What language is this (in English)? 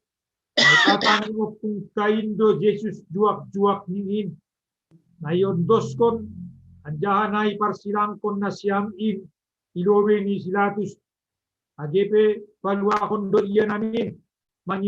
Batak Simalungun